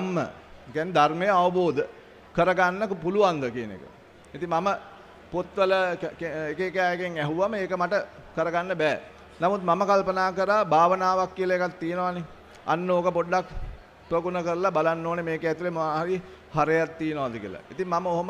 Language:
Sinhala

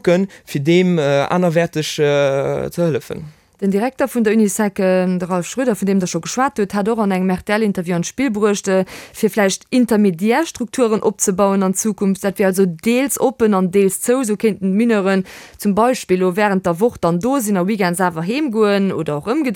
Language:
Luxembourgish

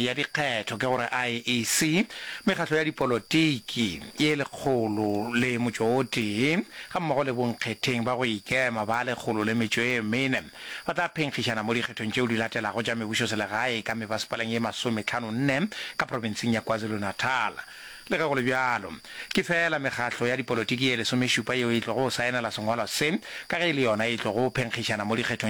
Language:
Northern Sotho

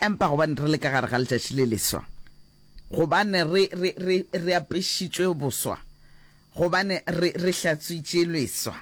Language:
Northern Sotho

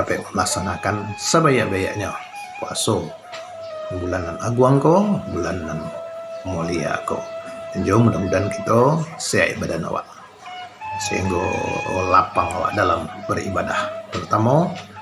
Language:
Minangkabau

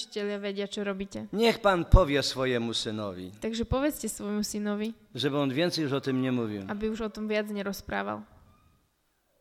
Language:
Slovak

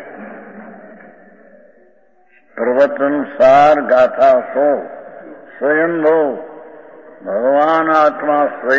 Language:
Gujarati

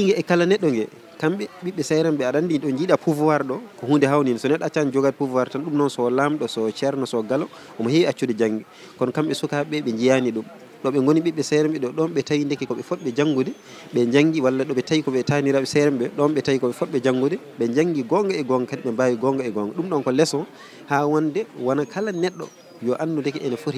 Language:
Fula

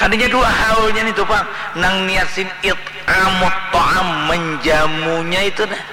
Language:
Banjar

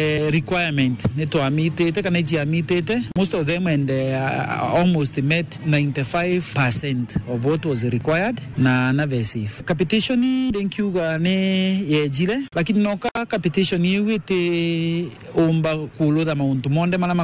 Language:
Meru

